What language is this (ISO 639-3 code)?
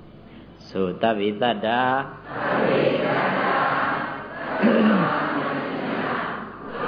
mya